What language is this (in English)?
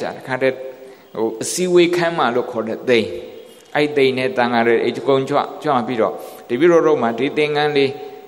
Burmese